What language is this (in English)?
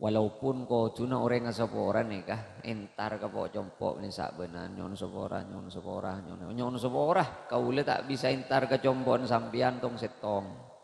Madurese